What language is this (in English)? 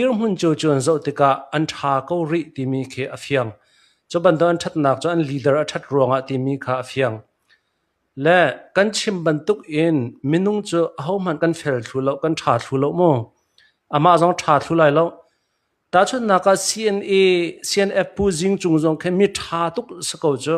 Hakha Chin